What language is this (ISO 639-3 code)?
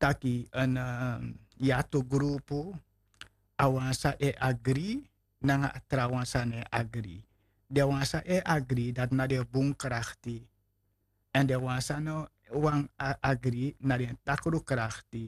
srn